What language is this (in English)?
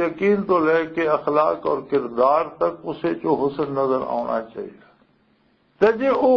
Western Panjabi